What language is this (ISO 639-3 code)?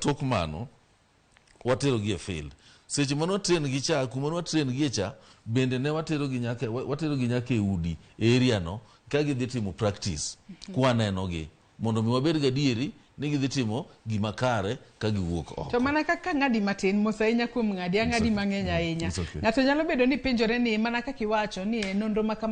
luo